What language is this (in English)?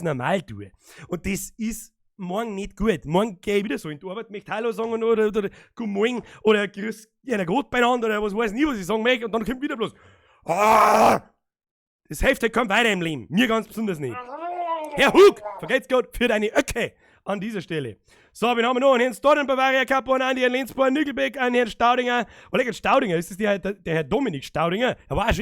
Bavarian